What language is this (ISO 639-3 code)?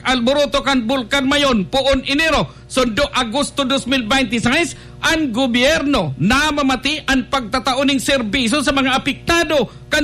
bik